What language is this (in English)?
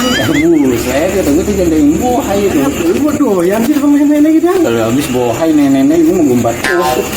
Betawi